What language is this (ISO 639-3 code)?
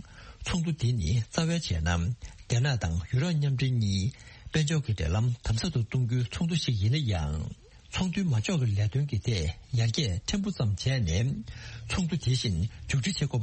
bod